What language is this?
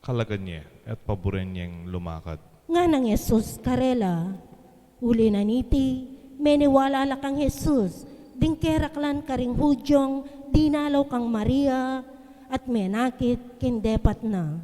Pampanga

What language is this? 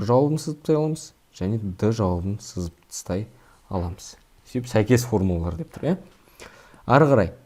Kazakh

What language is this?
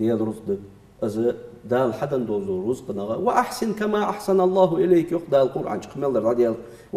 Ingush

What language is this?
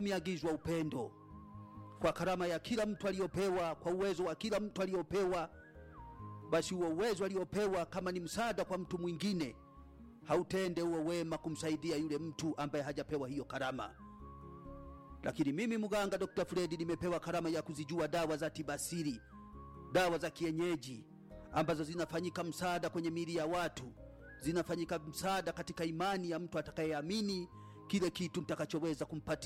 Swahili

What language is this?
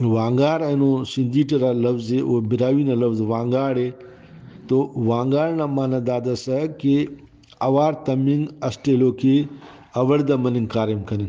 Brahui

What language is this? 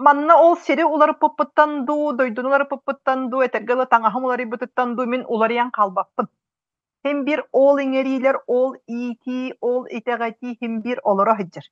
Yakut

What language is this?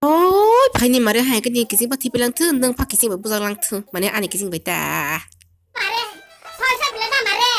Kok Borok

